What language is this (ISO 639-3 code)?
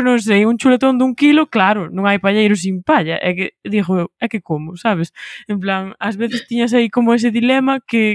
glg